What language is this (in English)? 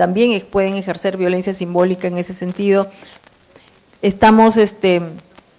Spanish